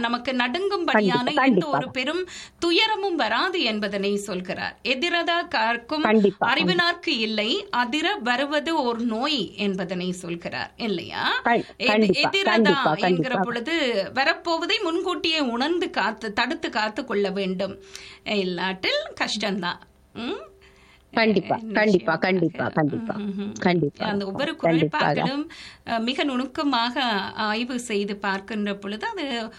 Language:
Tamil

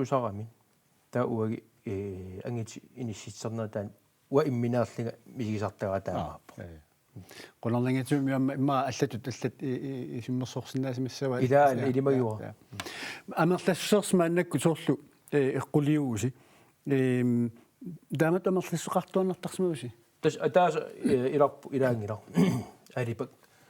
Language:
Kalaallisut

